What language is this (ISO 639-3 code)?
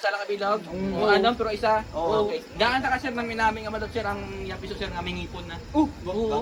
hil